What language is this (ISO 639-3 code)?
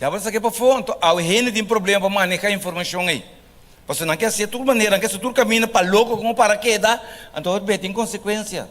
pap